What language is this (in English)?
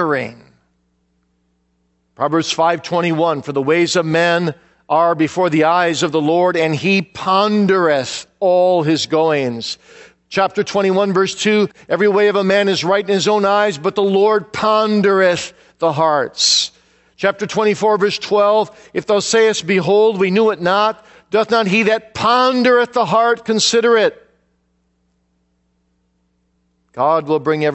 English